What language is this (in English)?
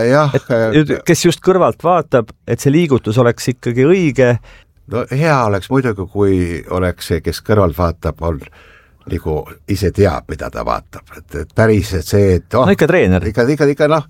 Estonian